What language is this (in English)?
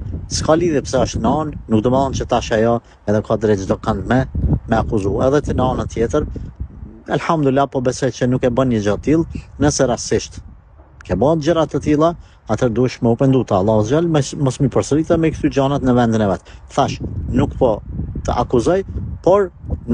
Albanian